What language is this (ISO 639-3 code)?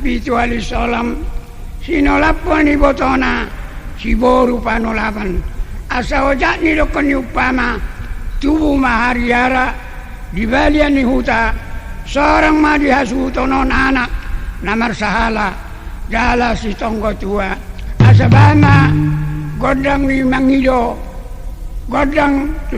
bbc